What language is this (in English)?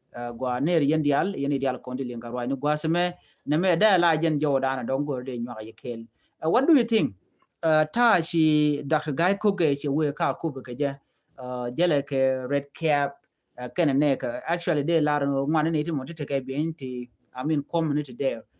Nuer